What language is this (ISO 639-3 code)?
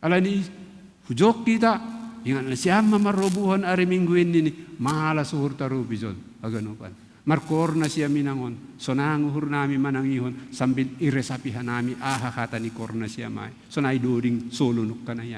bts